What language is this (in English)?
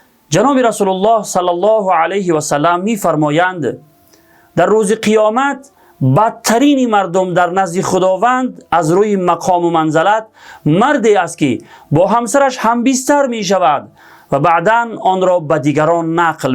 Tajik